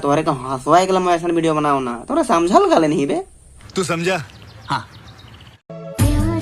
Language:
Sadri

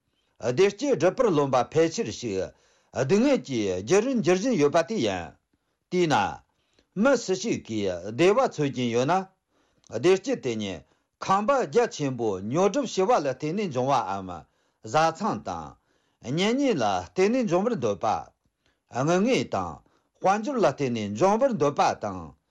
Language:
Tibetan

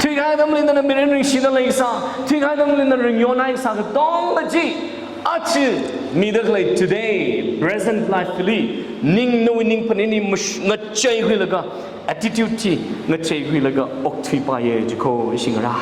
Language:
Tangkhul Naga (India)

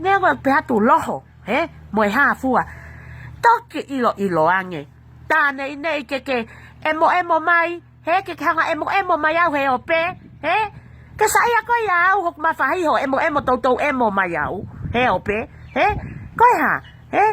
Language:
Tongan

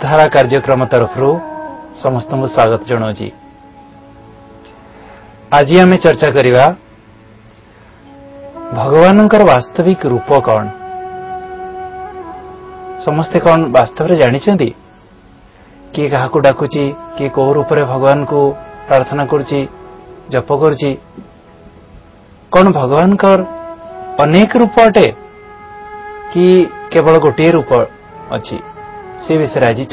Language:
Odia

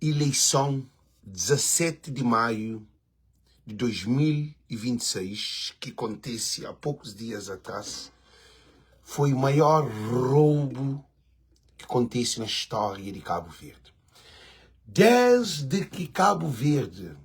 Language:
Kabuverdianu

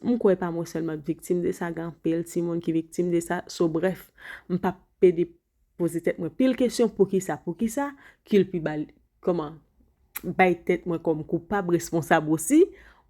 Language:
Haitian Creole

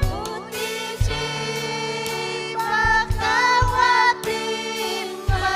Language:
Ayacucho Quechua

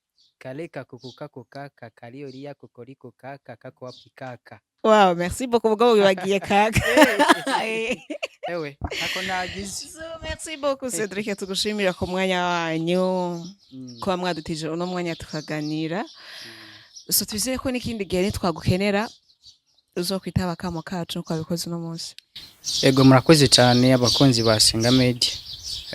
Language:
Rundi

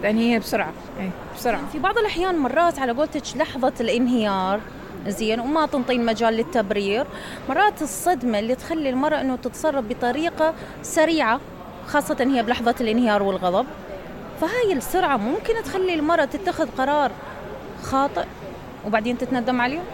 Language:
Mesopotamian Arabic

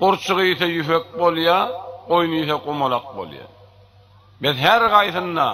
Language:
Turkmen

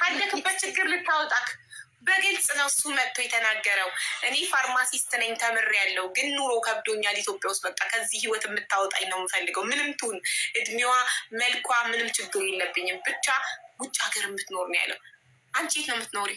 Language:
Amharic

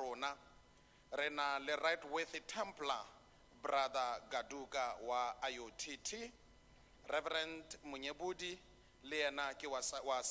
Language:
Tswana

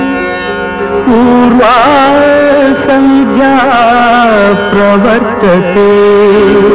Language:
Kannada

